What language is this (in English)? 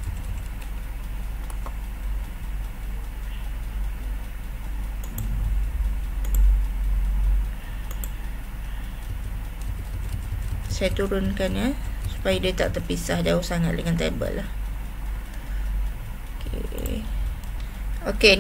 Malay